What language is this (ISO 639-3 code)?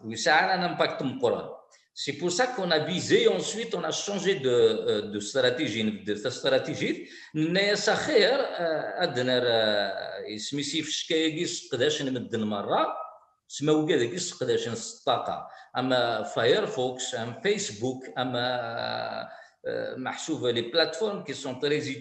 kab